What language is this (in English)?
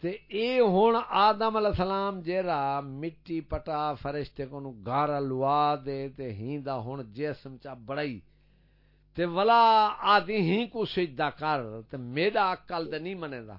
Saraiki